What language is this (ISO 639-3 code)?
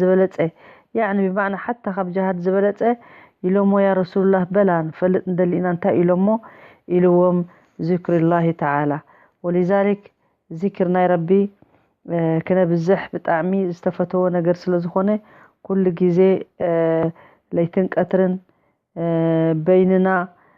tir